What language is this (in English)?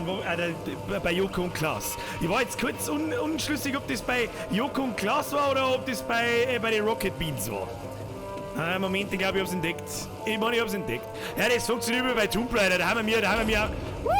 Bavarian